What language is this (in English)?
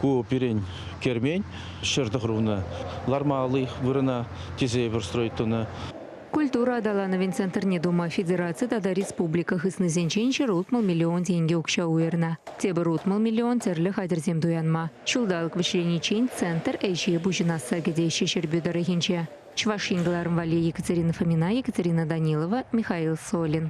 Chuvash